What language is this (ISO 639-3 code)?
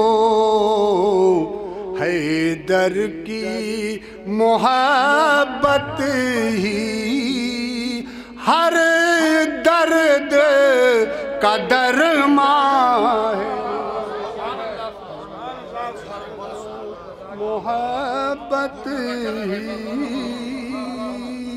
urd